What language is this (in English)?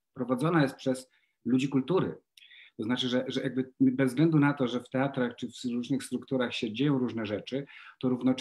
Polish